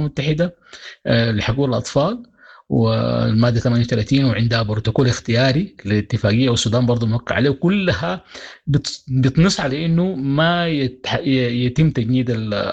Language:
Sudanese Arabic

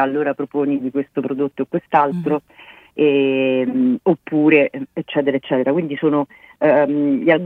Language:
Italian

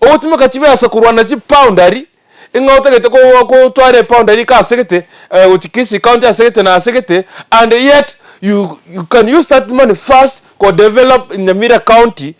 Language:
Gusii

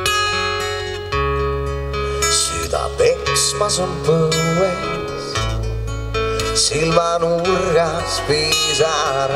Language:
Estonian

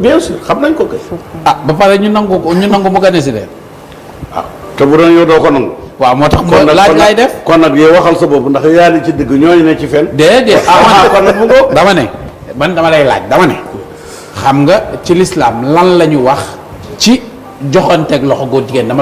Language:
Wolof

